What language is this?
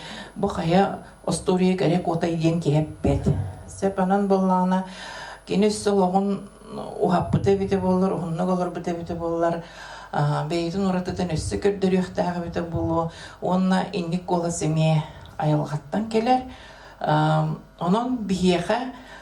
Yakut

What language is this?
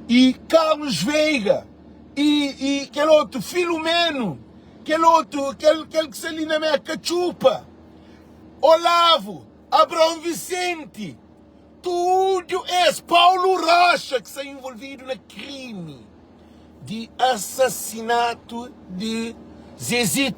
Kabuverdianu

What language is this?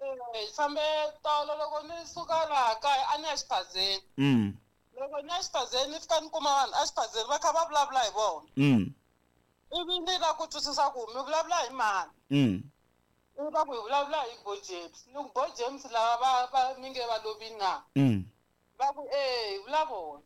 Tsonga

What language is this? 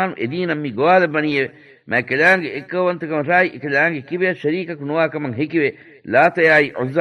Divehi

